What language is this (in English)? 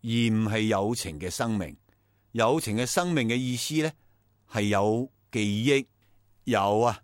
Cantonese